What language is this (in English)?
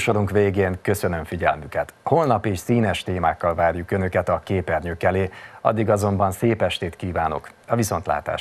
Hungarian